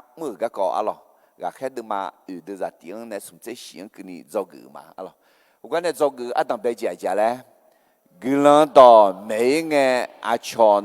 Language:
Akha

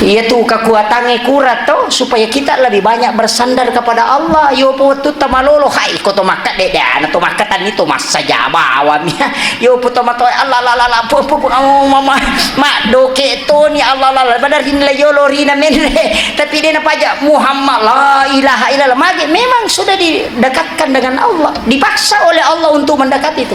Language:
Buginese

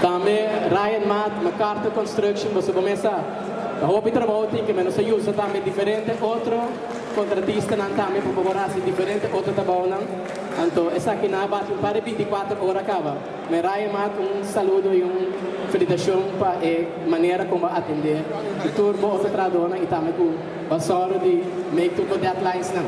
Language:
Papiamento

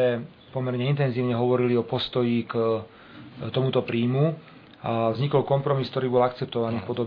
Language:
Slovak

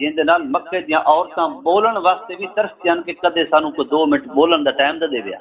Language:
Saraiki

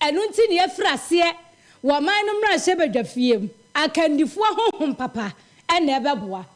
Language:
Akan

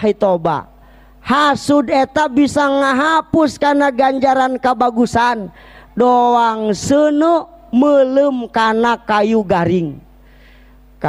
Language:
Sundanese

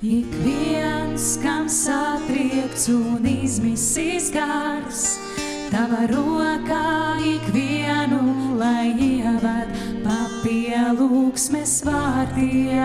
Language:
Latvian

